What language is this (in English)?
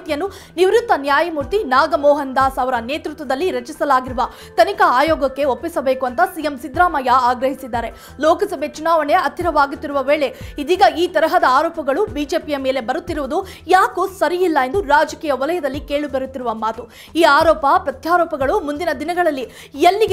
Kannada